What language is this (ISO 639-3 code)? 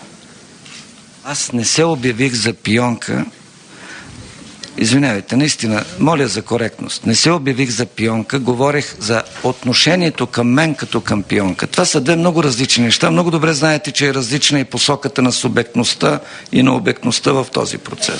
bul